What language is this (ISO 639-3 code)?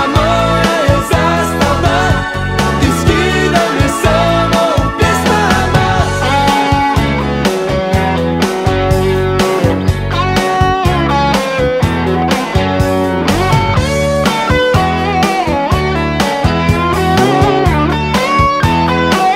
hrv